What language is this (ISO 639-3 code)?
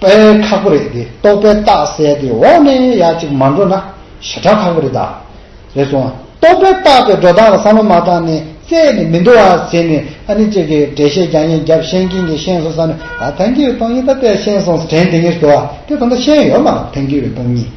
bod